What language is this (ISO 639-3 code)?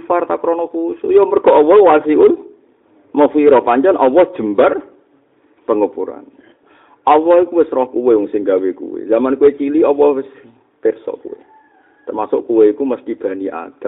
jav